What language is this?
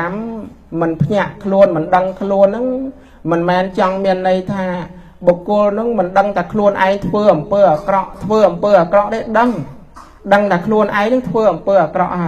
Khmer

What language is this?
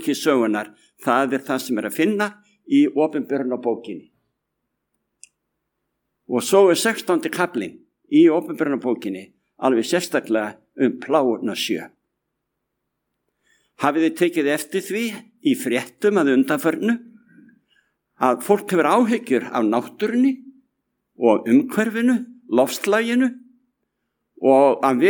Icelandic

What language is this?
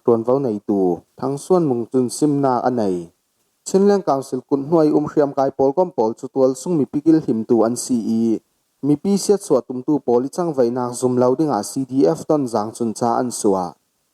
Falam Chin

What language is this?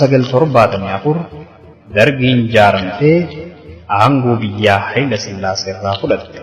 Oromo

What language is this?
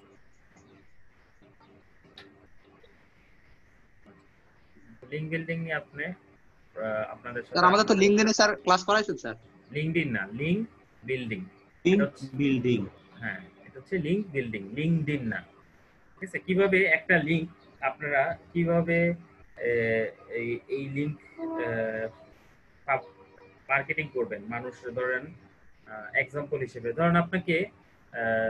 Bangla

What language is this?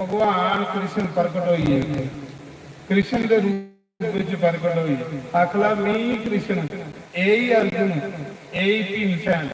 Dogri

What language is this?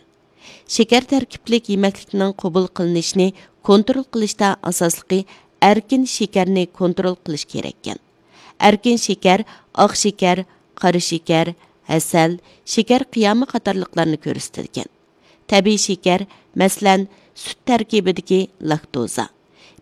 Uyghur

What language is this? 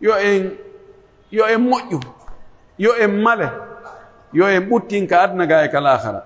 Pular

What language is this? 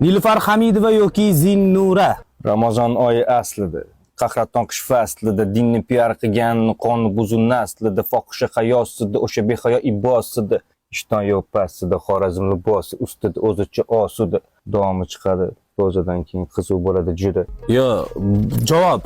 Uzbek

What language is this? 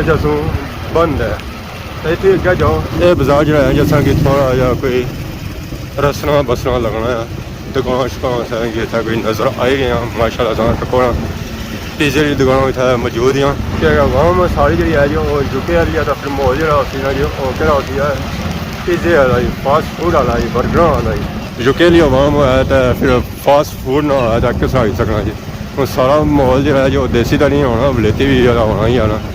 Pahari-Potwari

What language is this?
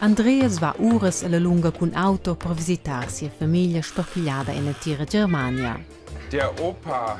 Romansh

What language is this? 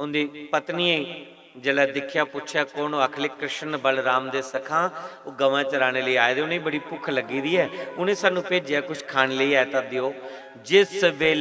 Dogri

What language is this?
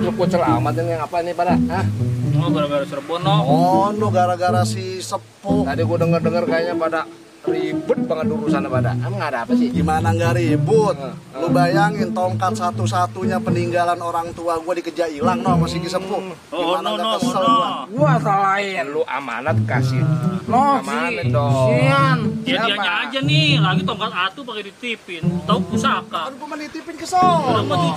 Betawi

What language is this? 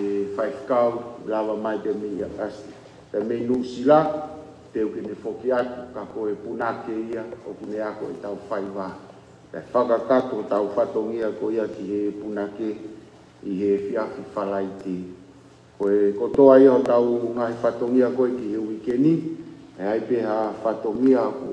Tongan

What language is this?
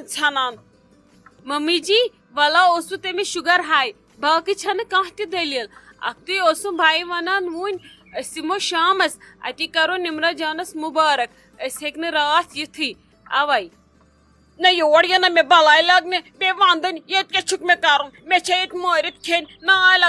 Kashmiri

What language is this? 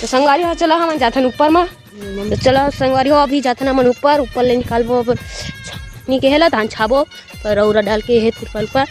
Chhattisgarhi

